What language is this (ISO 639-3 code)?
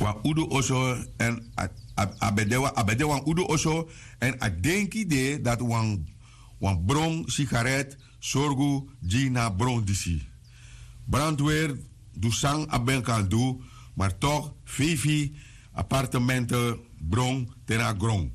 srn